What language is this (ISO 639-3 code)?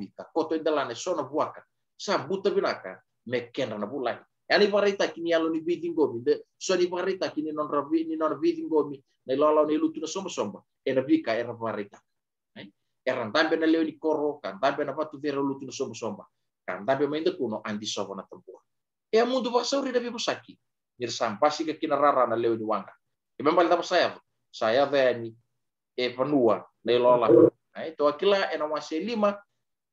fij